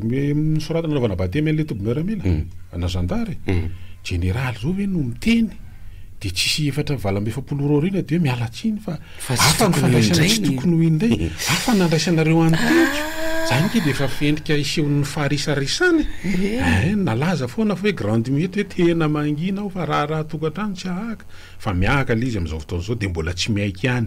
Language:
Malagasy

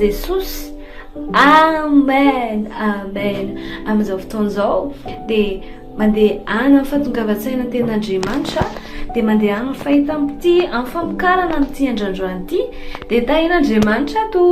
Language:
Malagasy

